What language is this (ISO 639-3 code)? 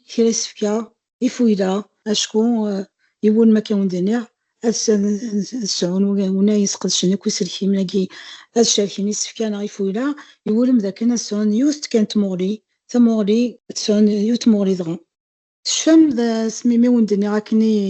kab